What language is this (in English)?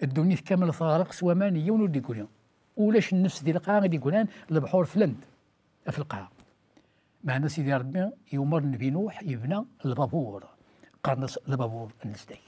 Kabyle